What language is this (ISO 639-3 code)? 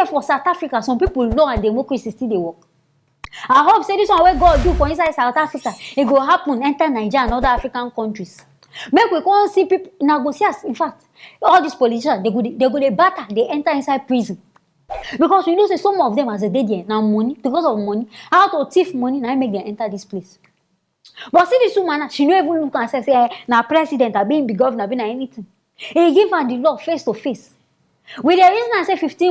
pcm